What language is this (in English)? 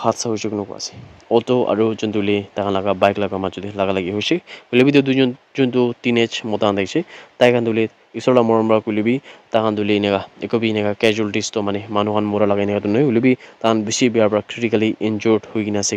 Naga Pidgin